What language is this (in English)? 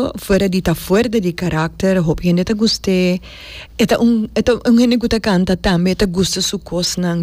Papiamento